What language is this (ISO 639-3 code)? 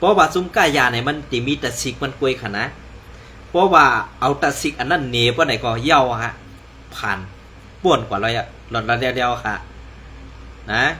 shn